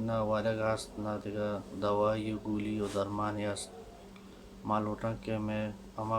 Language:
Baluchi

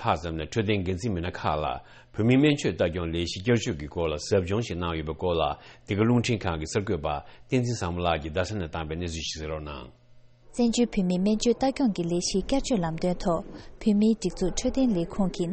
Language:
Tibetan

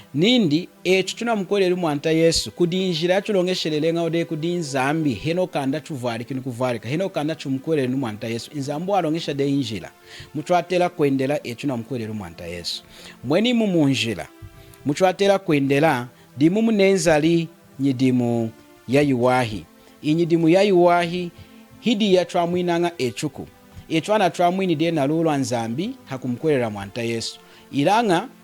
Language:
Lunda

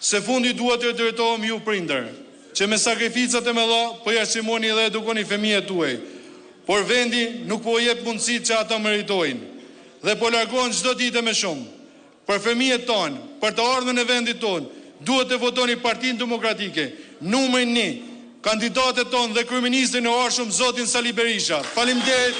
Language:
Albanian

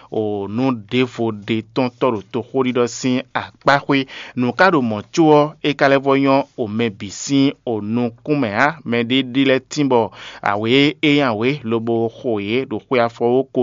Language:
Fon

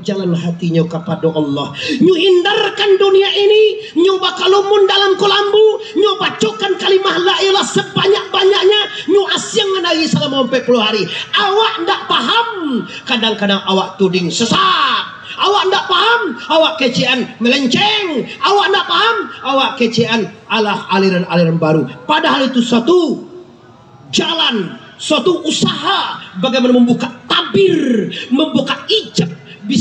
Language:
Minangkabau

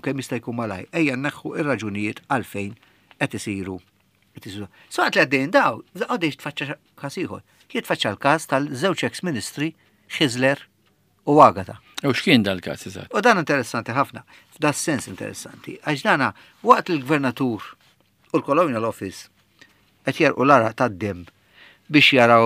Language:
Maltese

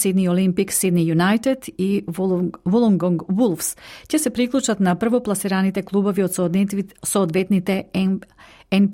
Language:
Macedonian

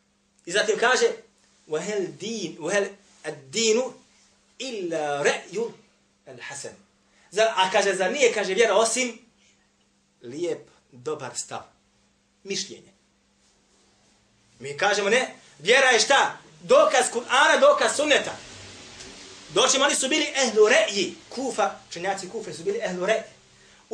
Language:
Bosnian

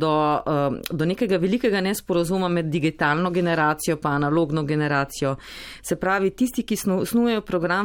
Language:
Slovenian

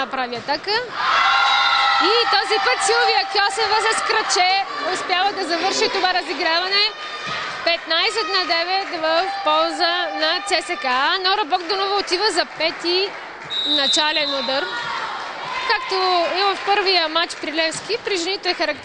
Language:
Bulgarian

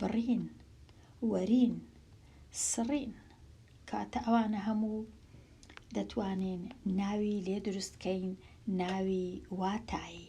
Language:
Central Kurdish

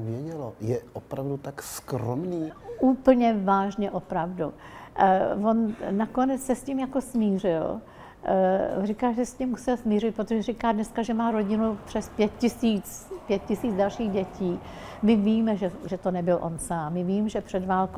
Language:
Czech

